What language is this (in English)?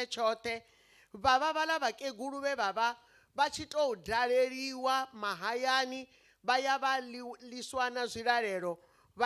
Venda